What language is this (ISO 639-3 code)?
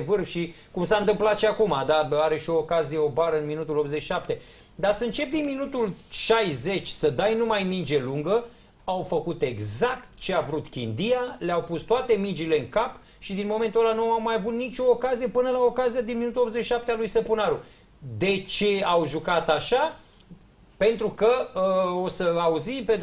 ron